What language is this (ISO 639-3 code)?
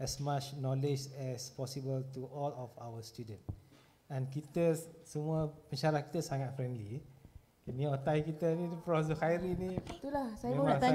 msa